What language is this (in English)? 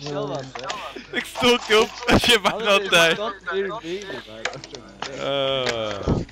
Faroese